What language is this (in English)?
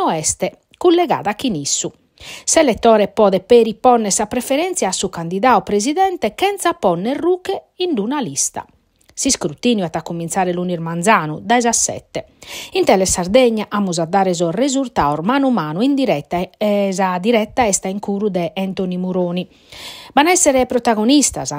Sardinian